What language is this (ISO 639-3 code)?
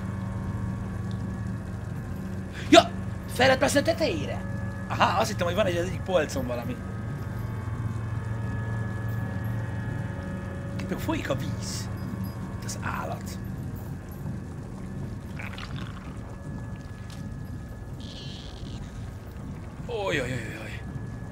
hun